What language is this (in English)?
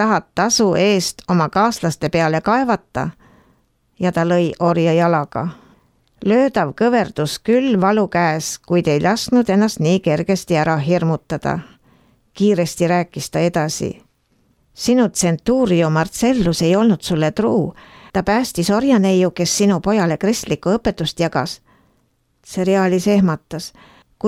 Estonian